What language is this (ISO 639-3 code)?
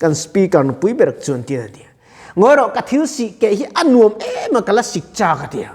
lus